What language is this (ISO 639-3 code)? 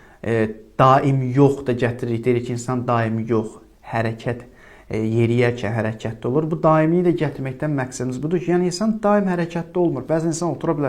aze